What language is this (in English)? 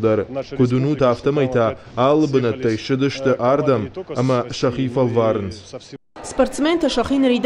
Ossetic